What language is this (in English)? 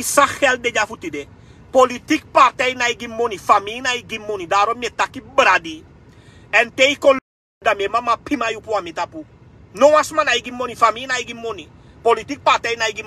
Sranan Tongo